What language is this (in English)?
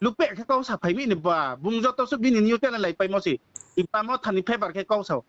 Riang (India)